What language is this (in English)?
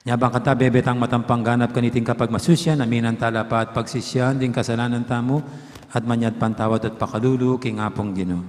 Pampanga